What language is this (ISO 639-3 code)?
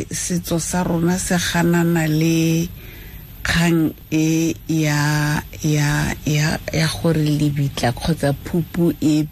tsn